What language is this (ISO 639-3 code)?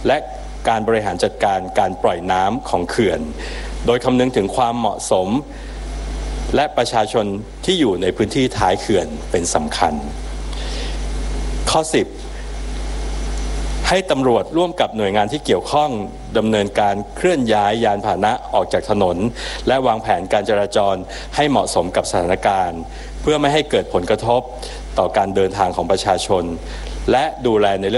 tha